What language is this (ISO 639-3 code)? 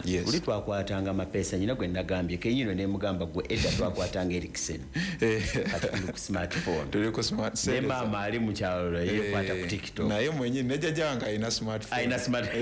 lug